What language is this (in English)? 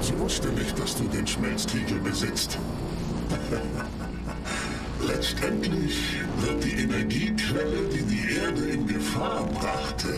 Bavarian